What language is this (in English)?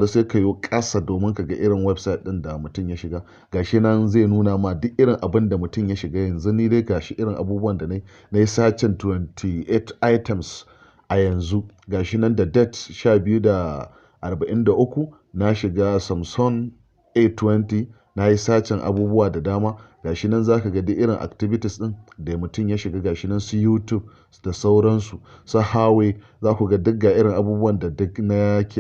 Hausa